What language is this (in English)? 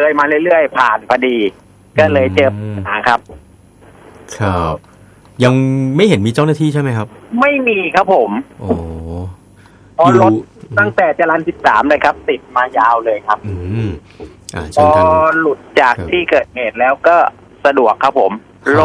Thai